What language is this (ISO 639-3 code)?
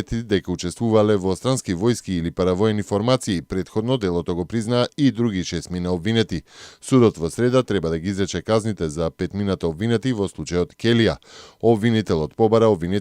mkd